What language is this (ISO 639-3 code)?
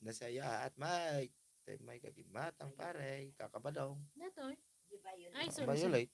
ilo